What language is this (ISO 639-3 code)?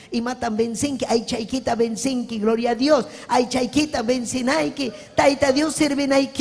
quy